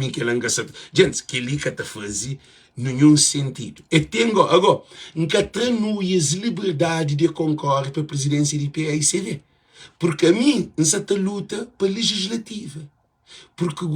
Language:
Kabuverdianu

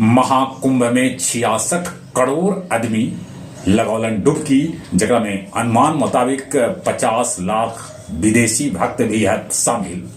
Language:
Magahi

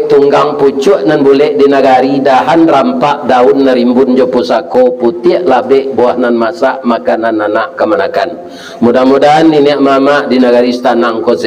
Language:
Minangkabau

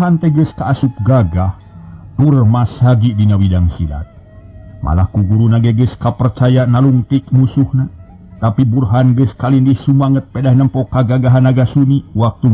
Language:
Sundanese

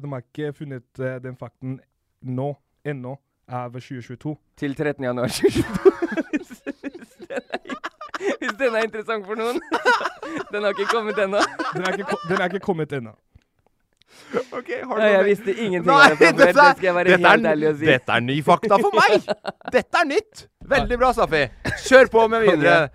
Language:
Norwegian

